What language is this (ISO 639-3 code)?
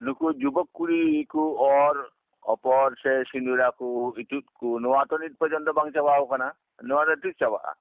sat